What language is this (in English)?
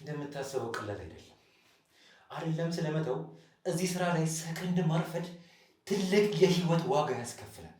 Amharic